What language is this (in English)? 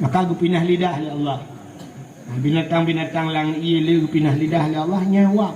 Achinese